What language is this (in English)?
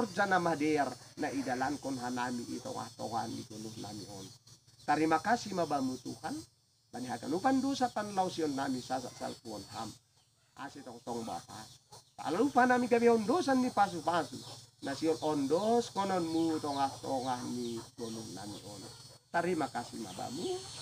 Batak Simalungun